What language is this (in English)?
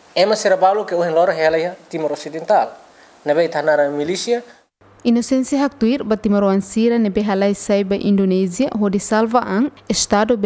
Tetum